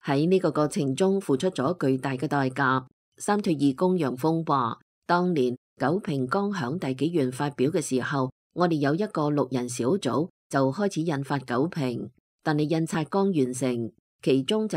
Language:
Cantonese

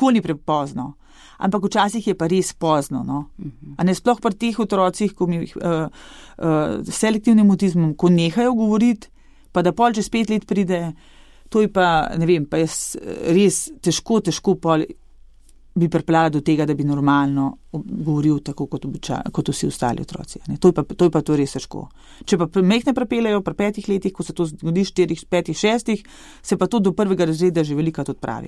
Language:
Slovenian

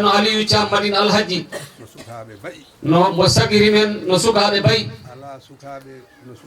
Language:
Fula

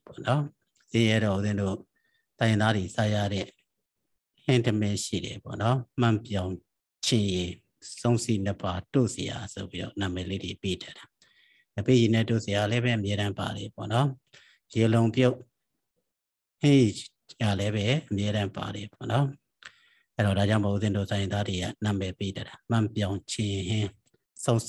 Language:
Burmese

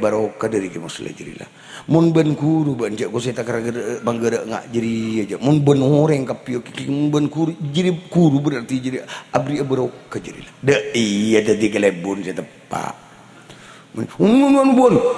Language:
Madurese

